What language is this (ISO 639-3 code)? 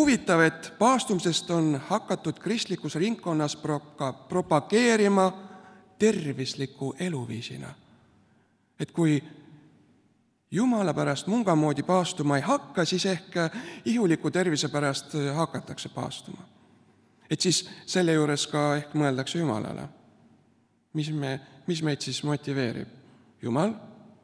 est